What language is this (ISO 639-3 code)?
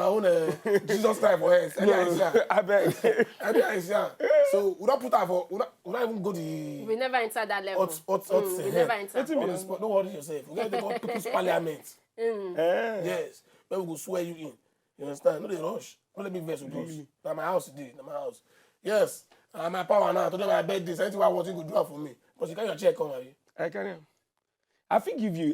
pcm